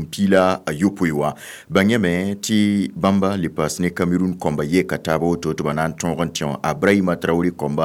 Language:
Mossi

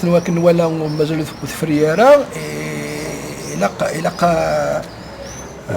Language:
Kabyle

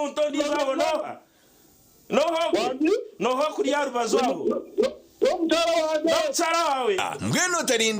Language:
Nyankole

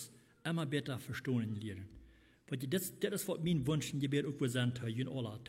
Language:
Plautdietsch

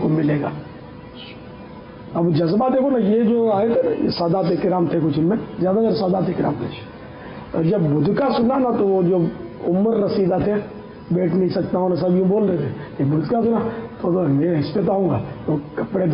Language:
Urdu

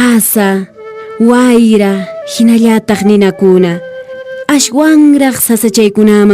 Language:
Quechua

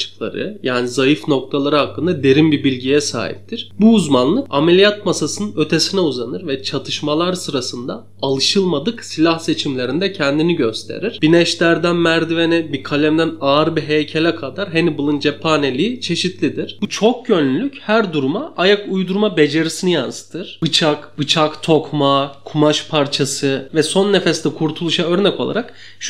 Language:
Turkish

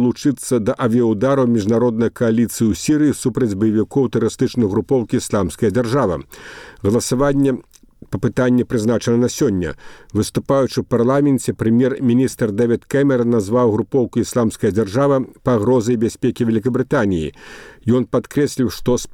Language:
Belarusian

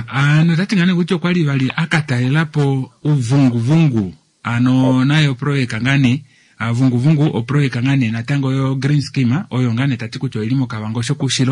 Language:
Kuanyama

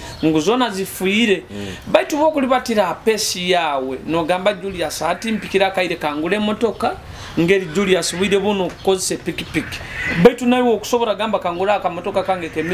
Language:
Nyoro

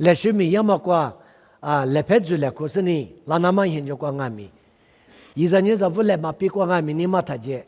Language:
Lisu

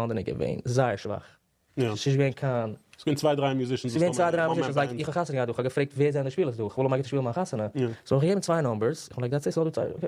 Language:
Yiddish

